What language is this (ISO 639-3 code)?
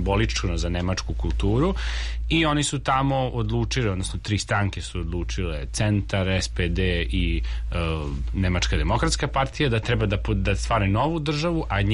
srp